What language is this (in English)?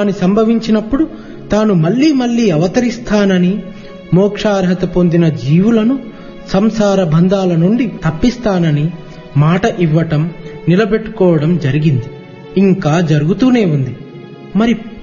Telugu